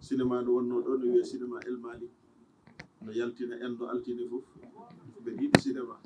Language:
Fula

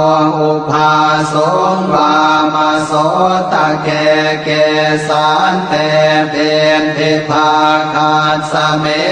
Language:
Pali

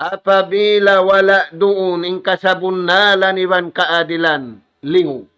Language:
Tausug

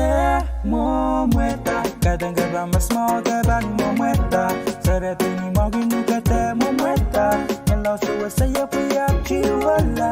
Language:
Pohnpeian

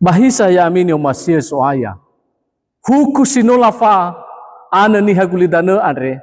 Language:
Nias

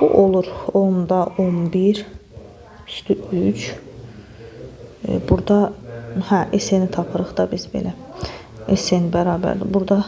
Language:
Azerbaijani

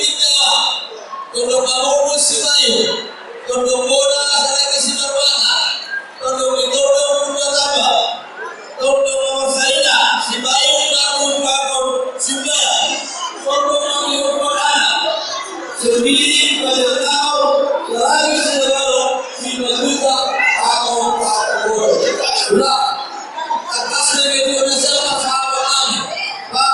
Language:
Batak Toba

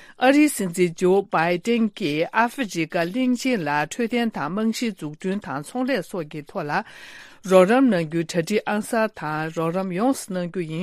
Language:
Tibetan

